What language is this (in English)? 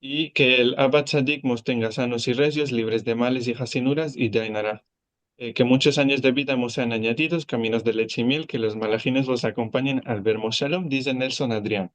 Ladino